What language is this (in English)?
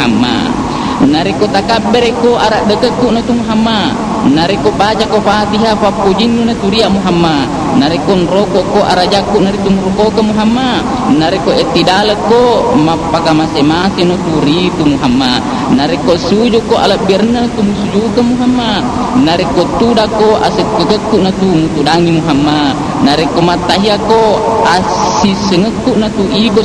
Buginese